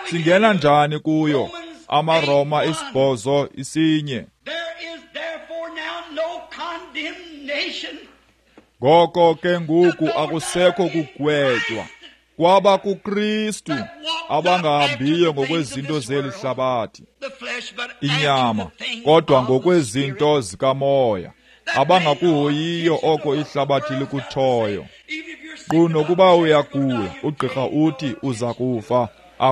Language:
Xhosa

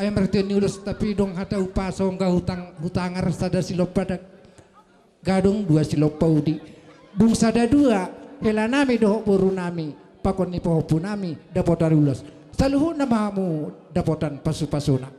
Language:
Batak Simalungun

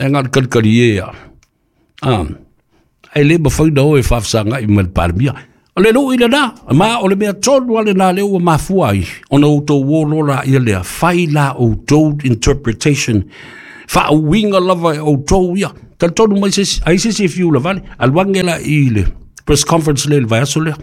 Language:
Samoan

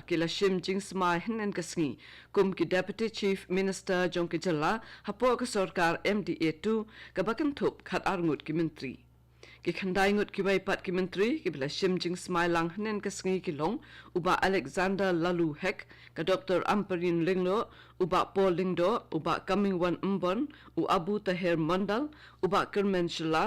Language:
Khasi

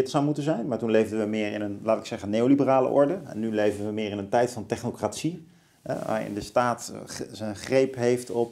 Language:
Dutch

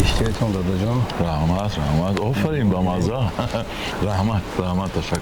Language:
Tajik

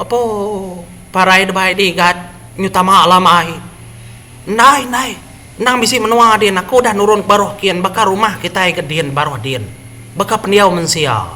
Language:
Iban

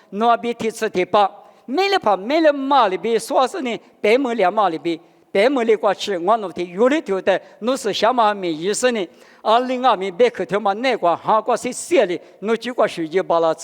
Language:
Lisu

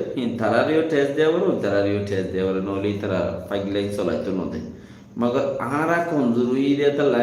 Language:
Rohingya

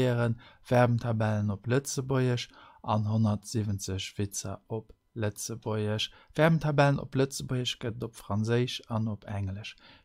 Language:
Luxembourgish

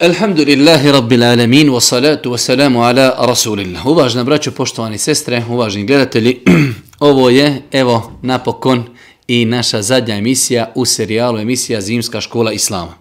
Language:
Bosnian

